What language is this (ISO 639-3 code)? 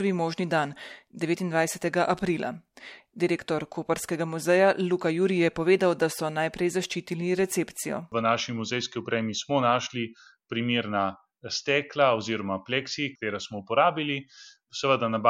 slv